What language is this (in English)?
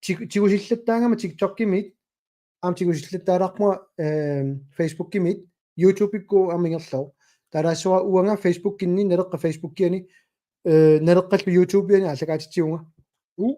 Kalaallisut